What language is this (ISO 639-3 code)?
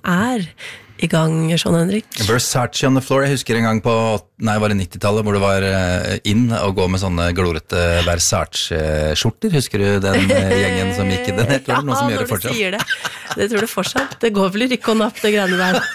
nor